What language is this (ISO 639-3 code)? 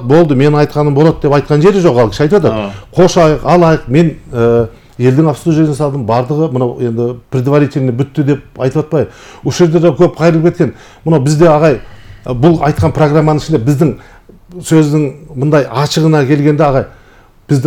kir